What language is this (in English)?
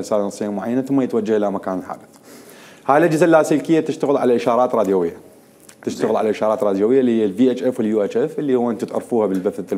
Mesopotamian Arabic